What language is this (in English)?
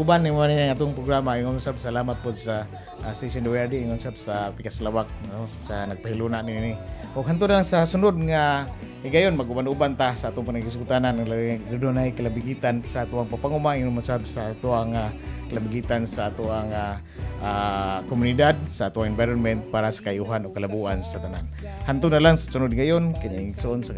Cebuano